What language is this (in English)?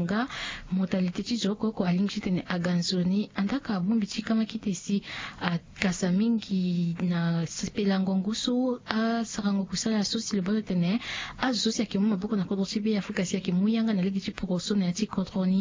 Sango